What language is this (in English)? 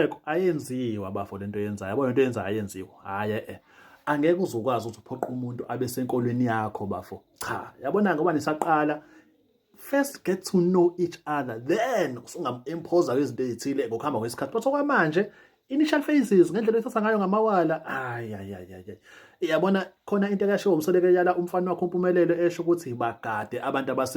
Zulu